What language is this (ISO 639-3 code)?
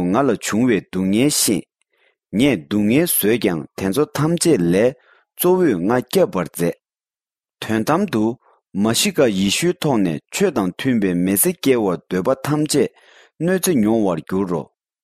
bod